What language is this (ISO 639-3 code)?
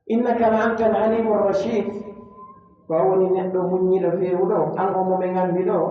fuf